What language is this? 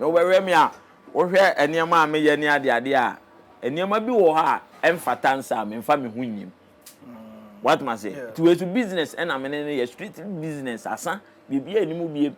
Akan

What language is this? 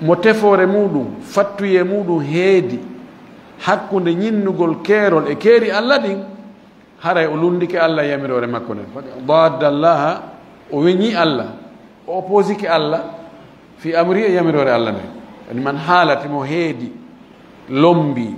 Fula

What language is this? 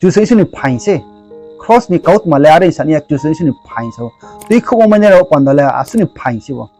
Riang (India)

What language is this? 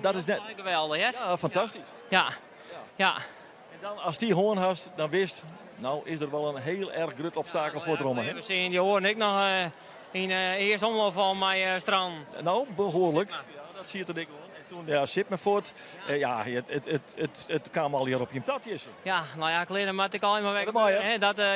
Western Frisian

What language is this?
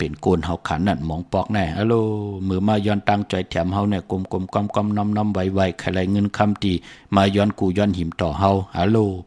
Shan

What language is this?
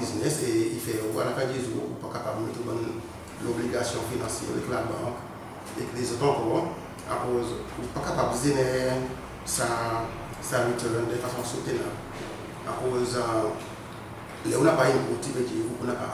Seselwa Creole French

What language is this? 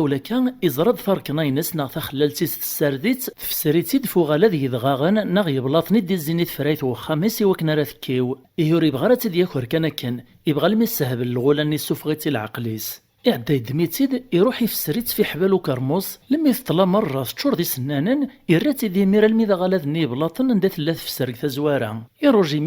Kabyle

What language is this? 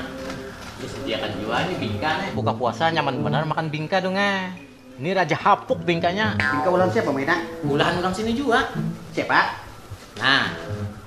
Banjar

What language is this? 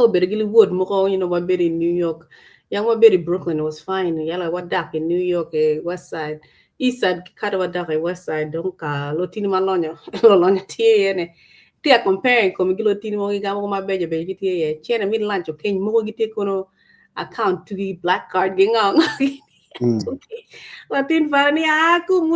Acoli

